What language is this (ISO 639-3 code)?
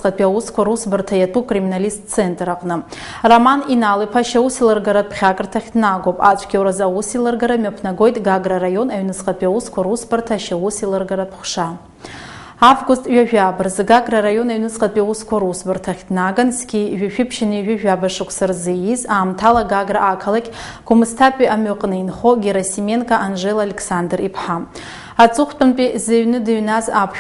abk